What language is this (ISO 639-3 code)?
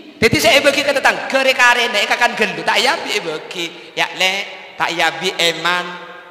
mad